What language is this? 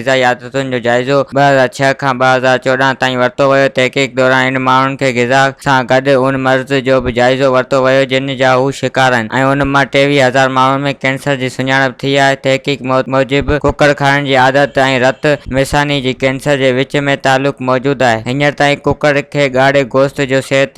Sindhi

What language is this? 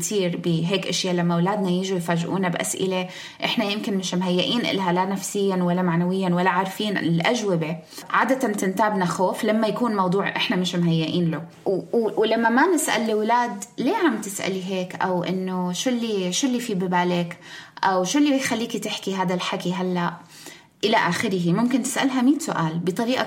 North Levantine Arabic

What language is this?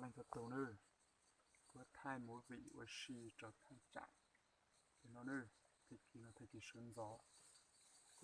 Hmong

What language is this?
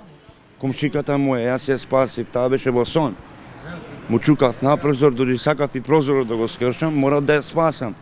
Macedonian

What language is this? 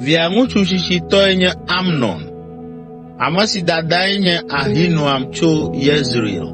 Ewe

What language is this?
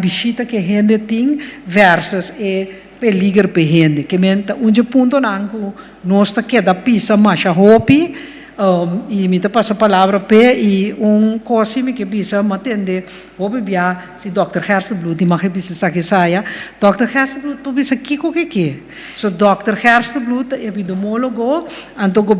Papiamento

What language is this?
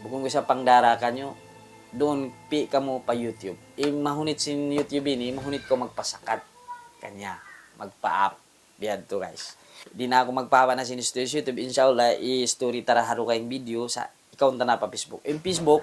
Tausug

